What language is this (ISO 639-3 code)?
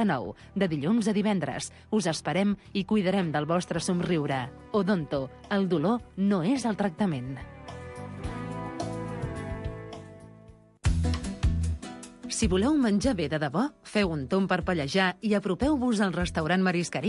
cat